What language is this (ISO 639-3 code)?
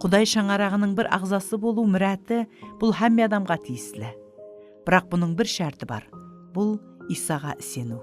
kaa